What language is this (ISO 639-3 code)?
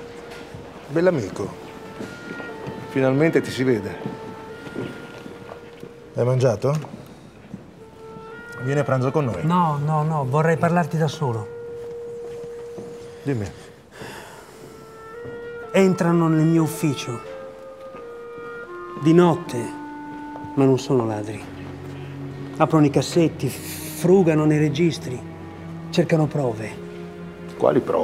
ita